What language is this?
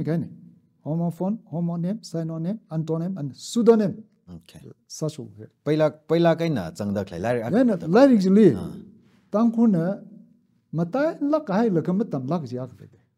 Tangkhul Naga (India)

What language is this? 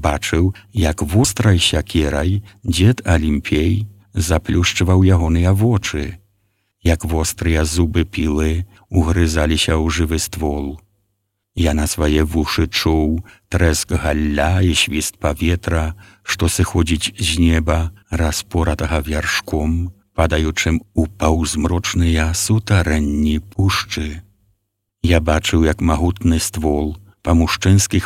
Belarusian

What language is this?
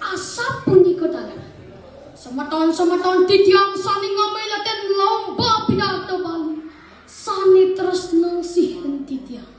Balinese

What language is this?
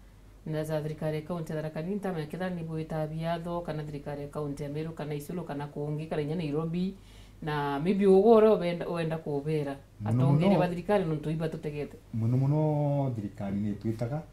Meru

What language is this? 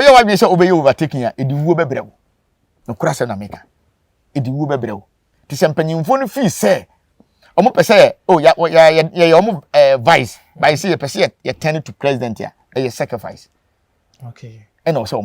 Akan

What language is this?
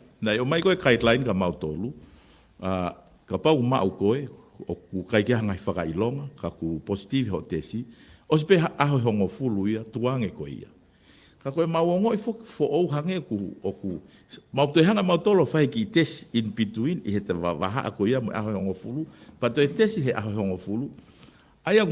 Tongan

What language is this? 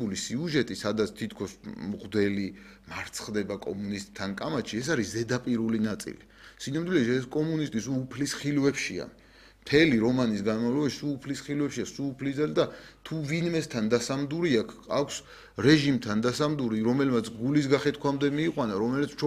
Georgian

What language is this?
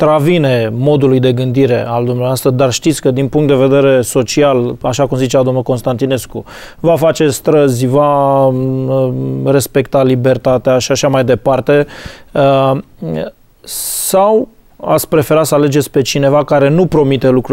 Romanian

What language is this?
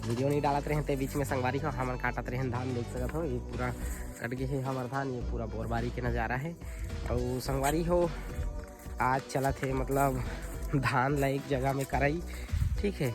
Chhattisgarhi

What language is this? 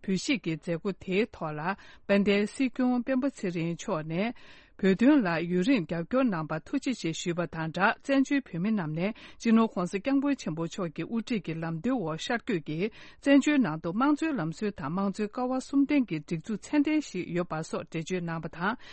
Tibetan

